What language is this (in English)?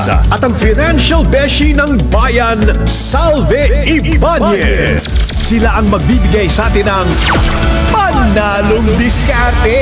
Filipino